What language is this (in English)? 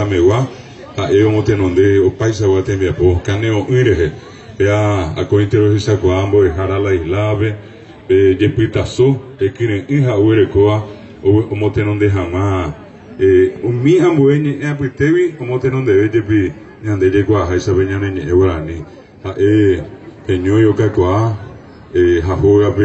Guarani